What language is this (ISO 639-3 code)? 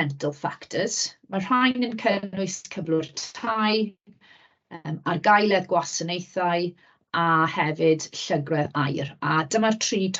cym